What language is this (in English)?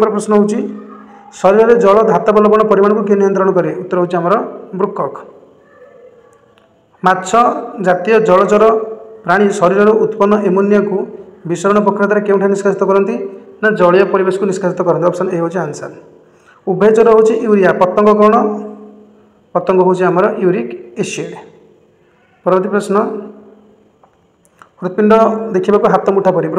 Odia